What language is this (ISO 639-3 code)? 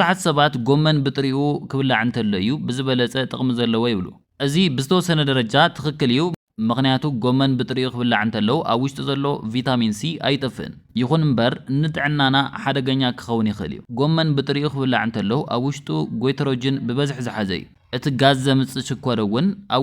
tir